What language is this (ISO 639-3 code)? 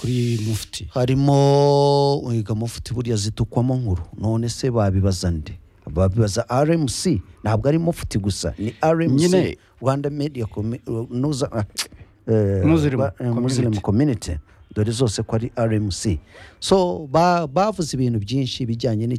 kin